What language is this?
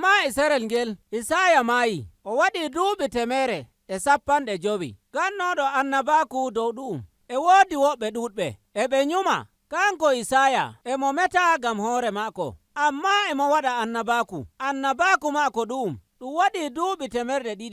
Nigerian Fulfulde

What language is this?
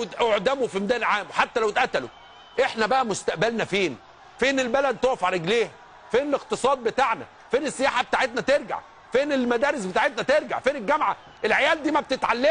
Egyptian Arabic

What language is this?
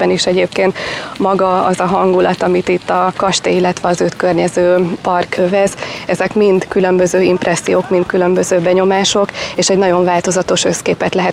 Hungarian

